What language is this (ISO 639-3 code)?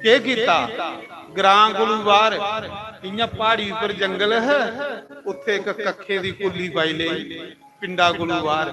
doi